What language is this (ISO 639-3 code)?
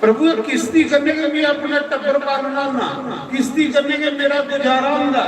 doi